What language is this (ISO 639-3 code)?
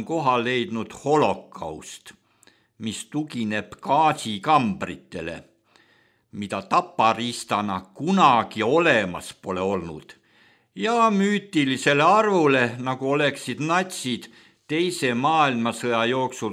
est